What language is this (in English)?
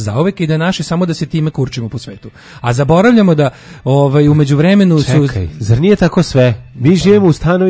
Serbian